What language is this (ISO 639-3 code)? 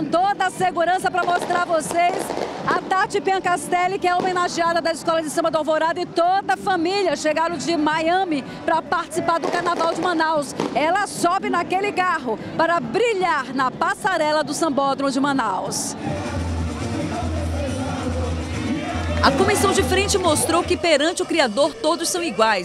por